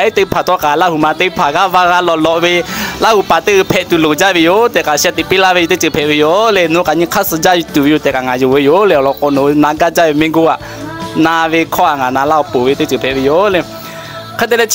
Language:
Lahu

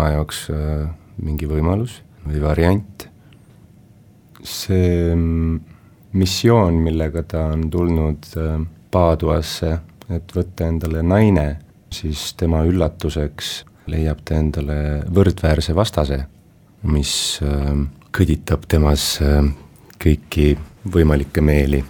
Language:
Estonian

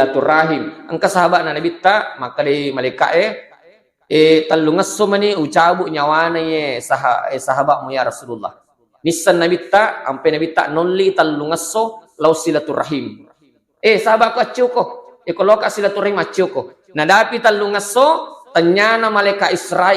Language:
Buginese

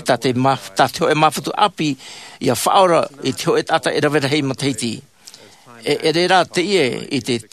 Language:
Tahitian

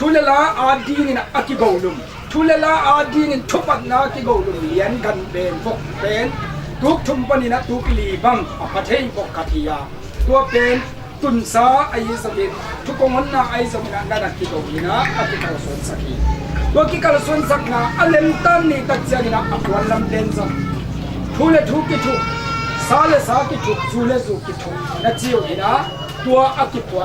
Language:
Tedim Chin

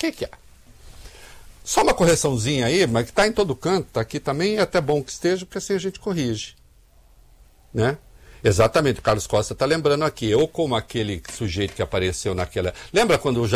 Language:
Portuguese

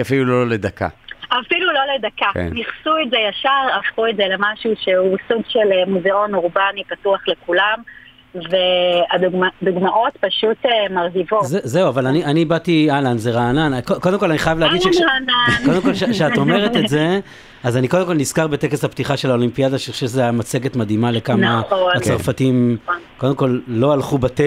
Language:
Hebrew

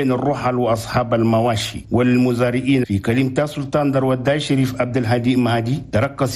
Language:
Chadian Arabic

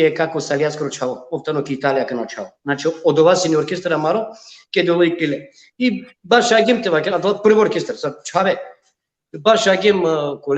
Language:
Balkan Romani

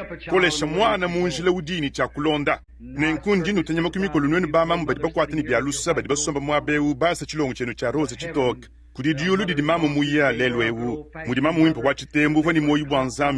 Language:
Luba-Lulua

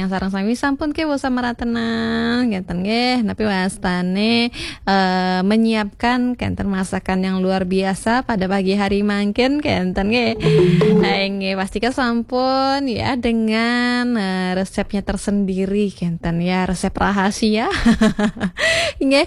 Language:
Balinese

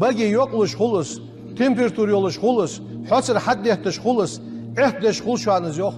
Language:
Ingush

